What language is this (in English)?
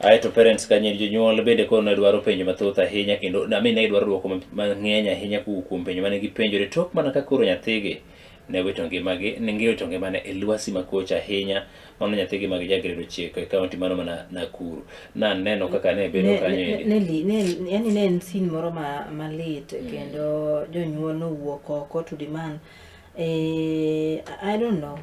Luo (Kenya and Tanzania)